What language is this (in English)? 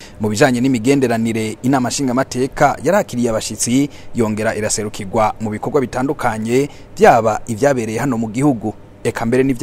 Rundi